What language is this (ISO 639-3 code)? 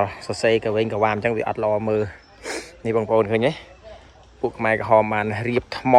khm